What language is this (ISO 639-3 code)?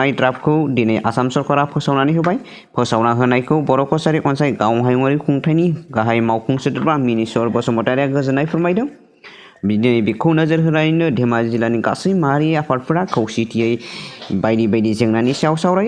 brx